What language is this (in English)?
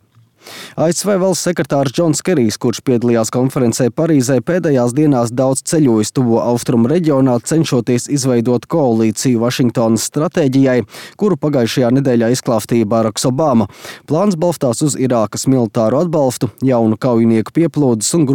Latvian